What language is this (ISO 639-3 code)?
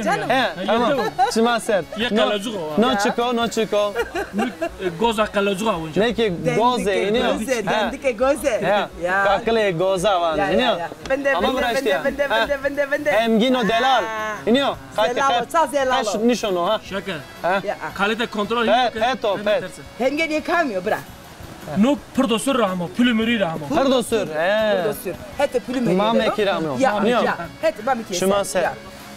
zza